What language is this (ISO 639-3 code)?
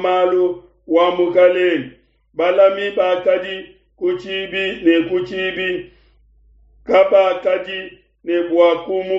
lua